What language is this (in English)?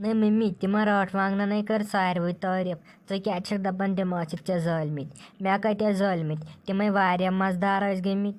Kashmiri